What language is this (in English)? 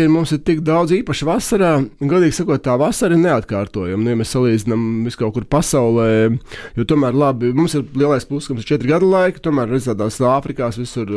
Latvian